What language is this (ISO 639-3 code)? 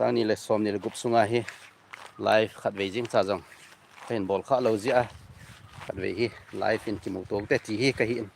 tcz